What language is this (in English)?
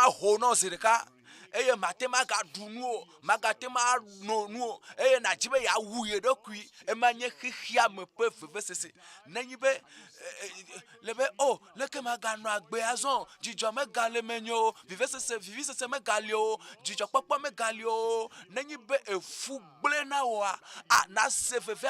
Ewe